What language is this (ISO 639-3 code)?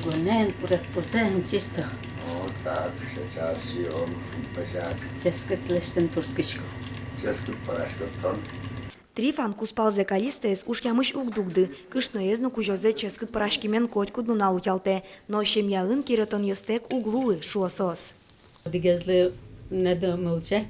udm